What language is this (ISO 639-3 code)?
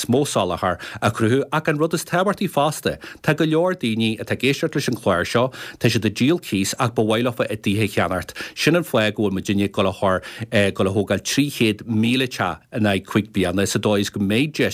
gle